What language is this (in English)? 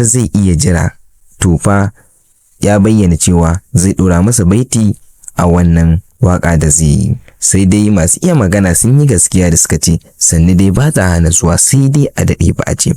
Hausa